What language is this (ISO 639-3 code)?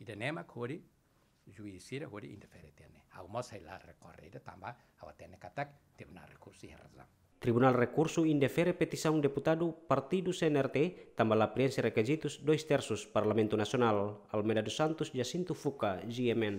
tet